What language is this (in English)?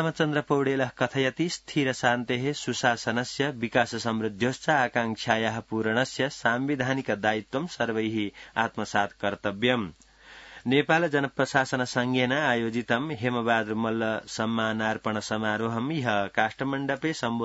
Sanskrit